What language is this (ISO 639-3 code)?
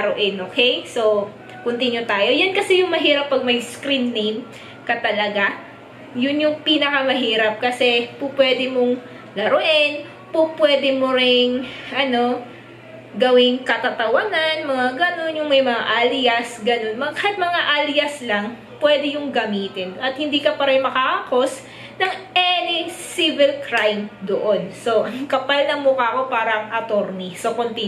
fil